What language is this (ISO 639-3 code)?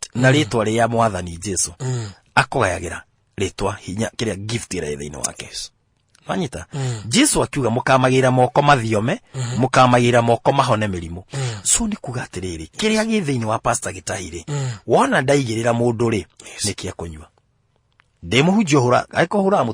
kik